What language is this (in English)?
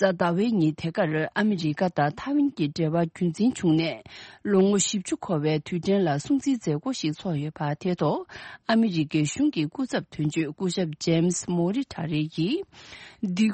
Tibetan